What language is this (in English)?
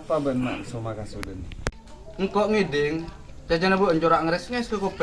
Madurese